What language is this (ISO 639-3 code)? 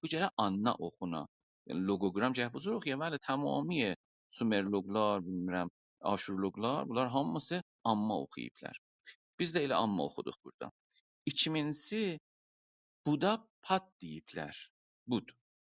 azb